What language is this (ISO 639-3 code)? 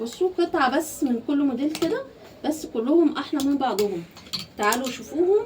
arz